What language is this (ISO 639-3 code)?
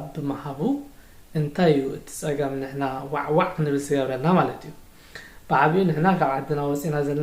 tir